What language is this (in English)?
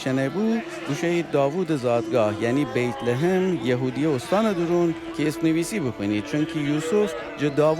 Gilaki